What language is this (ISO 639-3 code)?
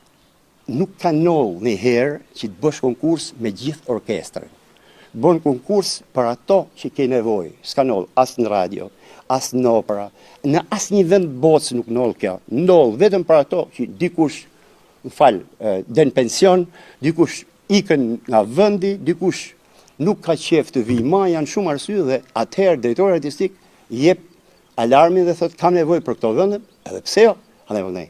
sqi